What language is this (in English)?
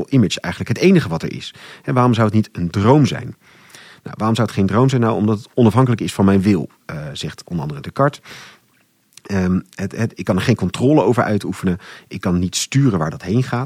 Dutch